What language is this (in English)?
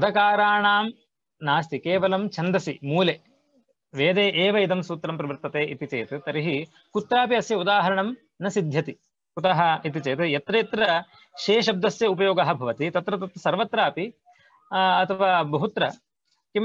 Sanskrit